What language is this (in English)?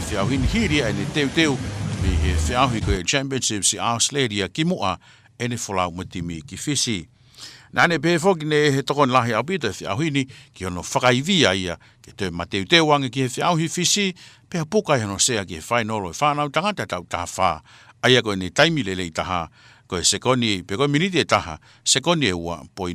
Tongan